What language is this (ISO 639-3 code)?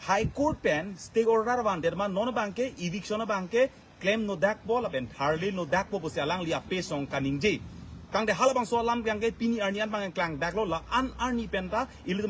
mjw